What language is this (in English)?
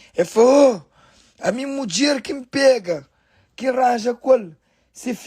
Kabuverdianu